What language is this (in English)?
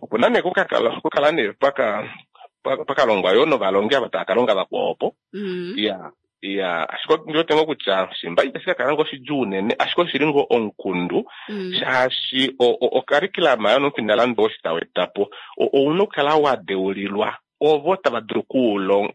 Kuanyama